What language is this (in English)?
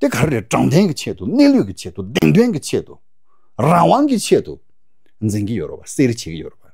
Tibetan